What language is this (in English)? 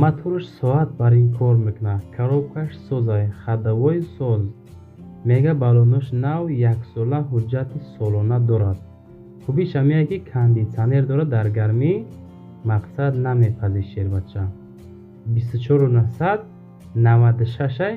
Tajik